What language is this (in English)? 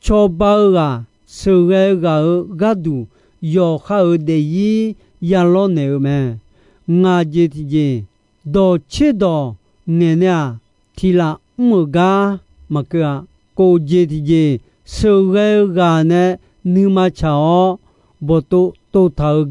Akha